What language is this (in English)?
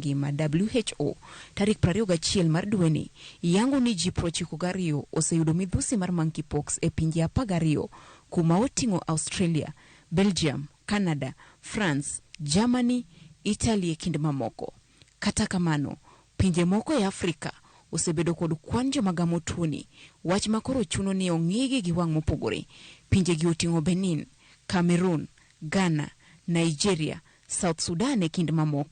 Luo (Kenya and Tanzania)